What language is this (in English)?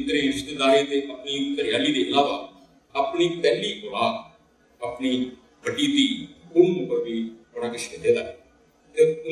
Dogri